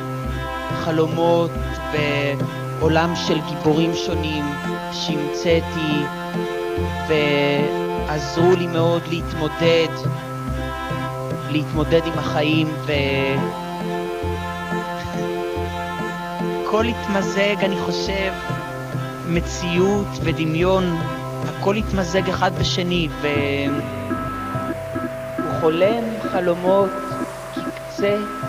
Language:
Hebrew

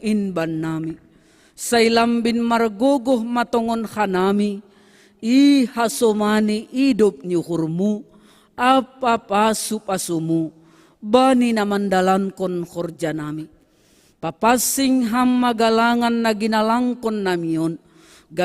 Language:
Batak Simalungun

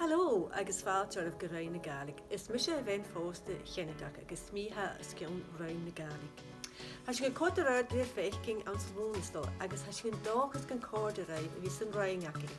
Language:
Scottish Gaelic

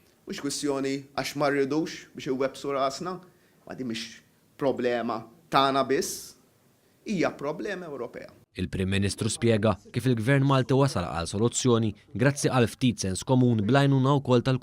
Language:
Maltese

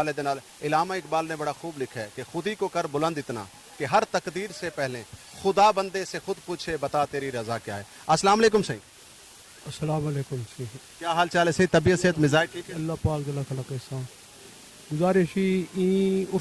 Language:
Saraiki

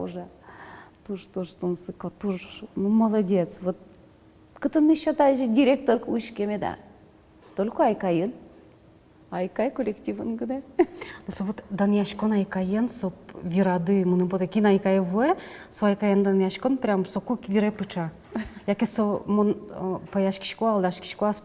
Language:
Udmurt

